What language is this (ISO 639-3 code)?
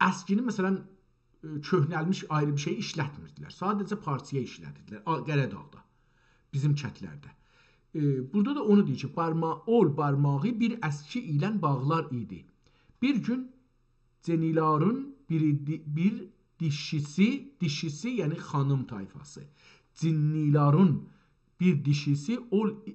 azb